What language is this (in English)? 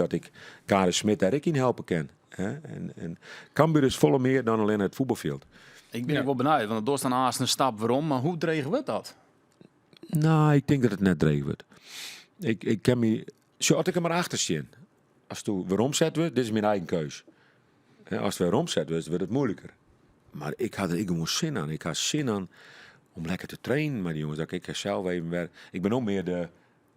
Western Frisian